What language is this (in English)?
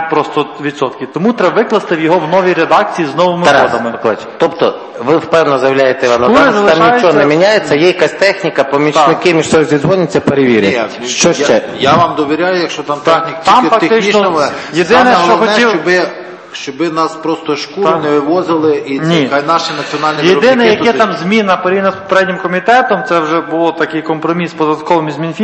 Ukrainian